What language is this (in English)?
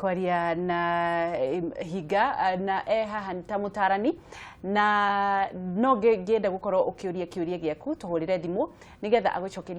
Kikuyu